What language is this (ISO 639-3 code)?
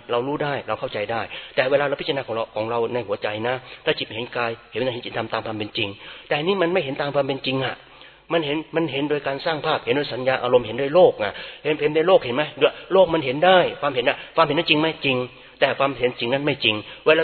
tha